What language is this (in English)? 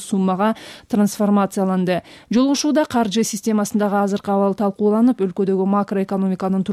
Kyrgyz